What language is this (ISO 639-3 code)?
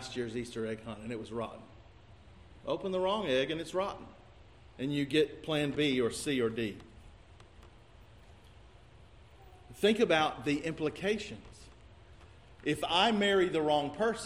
eng